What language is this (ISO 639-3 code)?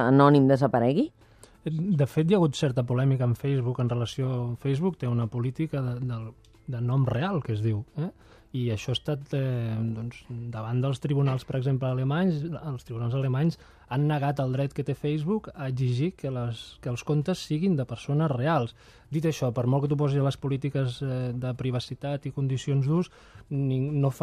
cat